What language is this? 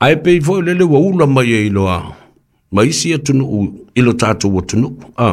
Samoan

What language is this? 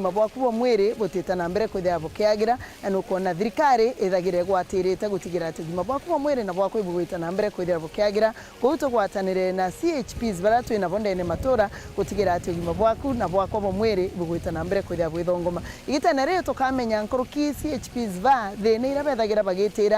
Meru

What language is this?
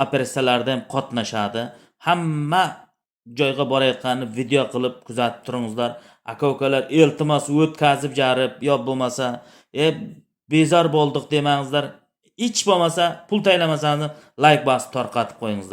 Uzbek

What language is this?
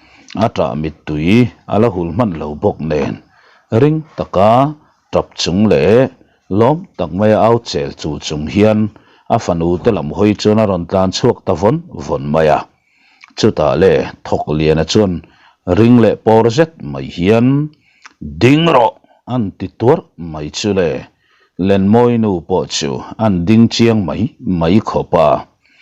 Mizo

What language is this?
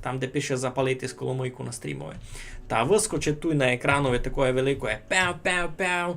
Rusyn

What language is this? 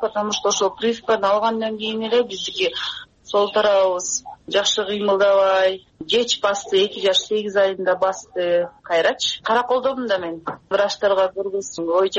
Kyrgyz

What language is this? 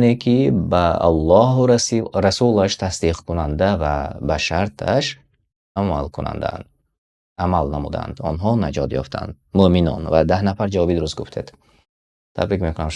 Tajik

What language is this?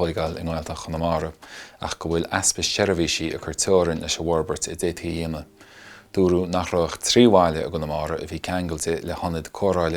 Irish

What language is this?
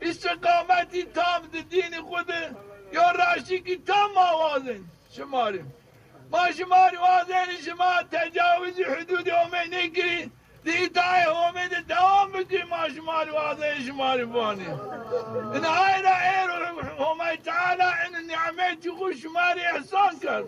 Zaza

